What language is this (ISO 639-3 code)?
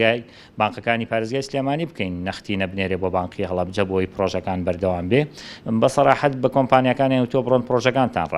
ckb